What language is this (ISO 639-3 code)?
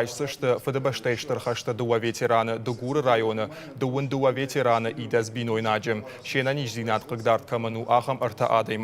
oss